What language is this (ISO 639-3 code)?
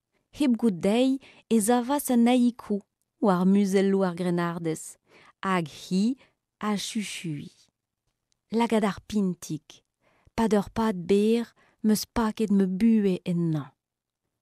bre